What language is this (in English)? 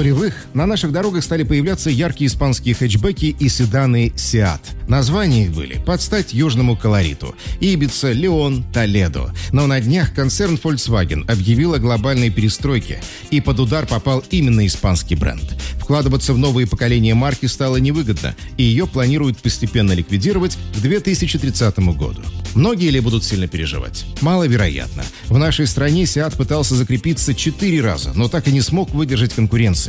Russian